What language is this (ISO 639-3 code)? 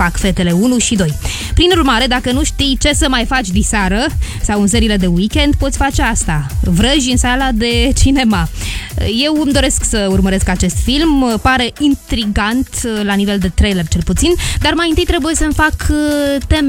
ron